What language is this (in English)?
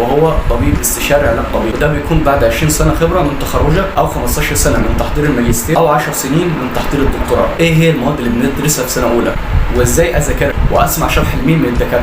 Egyptian Arabic